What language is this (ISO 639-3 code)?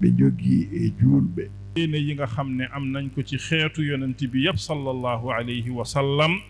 ful